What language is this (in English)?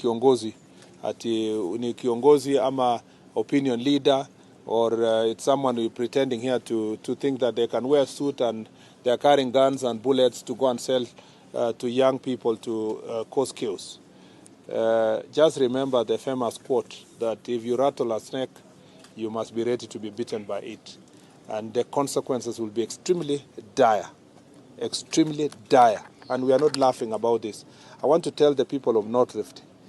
Meru